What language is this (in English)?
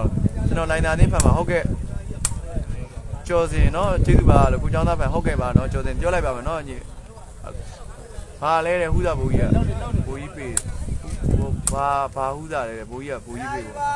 Burmese